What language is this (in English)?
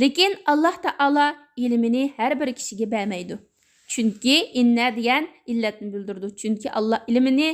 Uyghur